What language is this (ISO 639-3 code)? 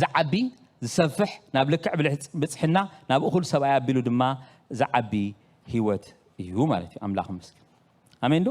tir